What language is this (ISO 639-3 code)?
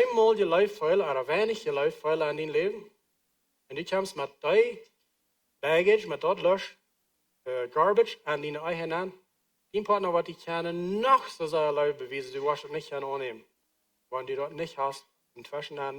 pdt